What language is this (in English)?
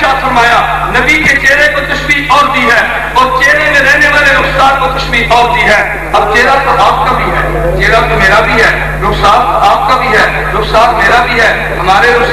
Urdu